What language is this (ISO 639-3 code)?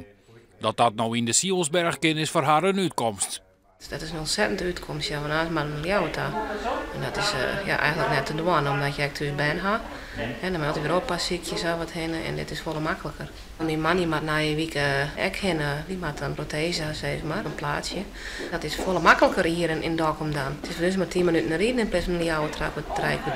fry